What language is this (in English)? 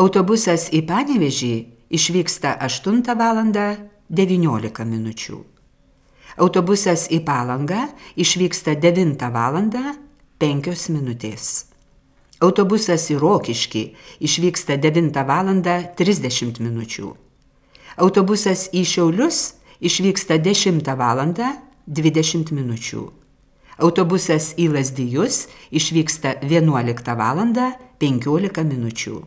Lithuanian